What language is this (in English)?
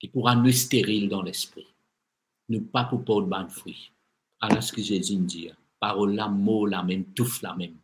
Morisyen